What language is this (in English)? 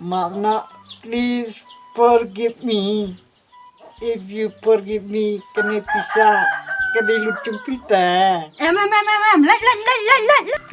Khasi